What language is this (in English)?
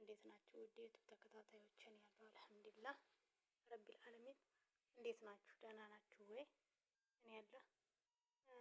Amharic